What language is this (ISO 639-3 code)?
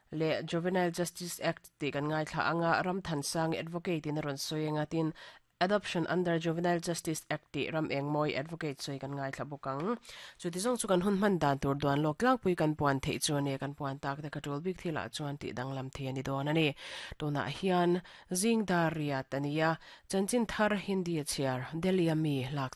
lus